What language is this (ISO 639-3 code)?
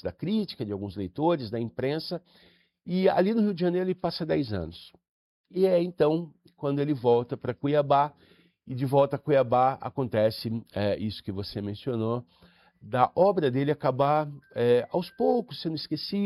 por